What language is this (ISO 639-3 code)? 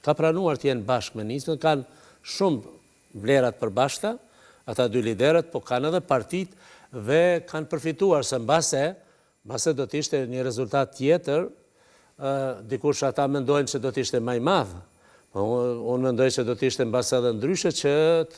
sqi